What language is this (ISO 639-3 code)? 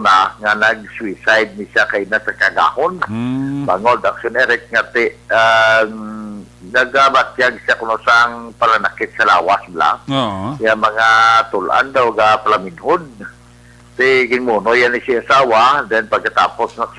hil